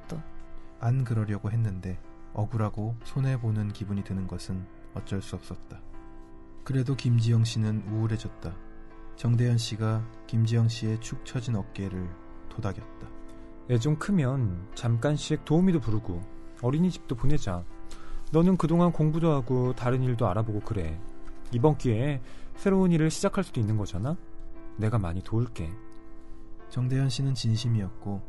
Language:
Korean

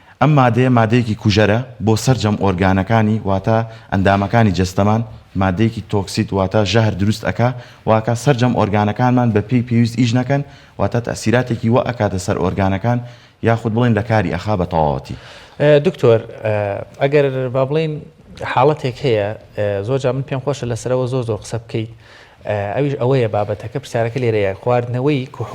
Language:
Central Kurdish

